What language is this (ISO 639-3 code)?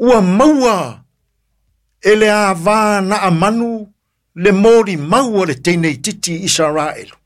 smo